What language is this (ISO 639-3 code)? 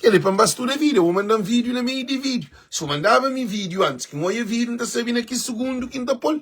kea